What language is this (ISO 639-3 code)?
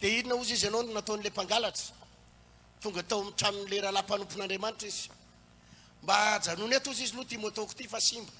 mlg